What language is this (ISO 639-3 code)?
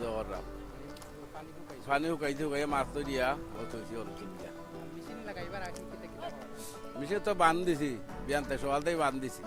syl